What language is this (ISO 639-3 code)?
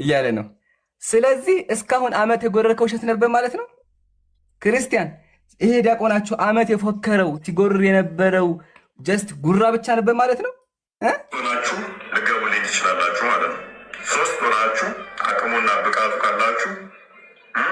amh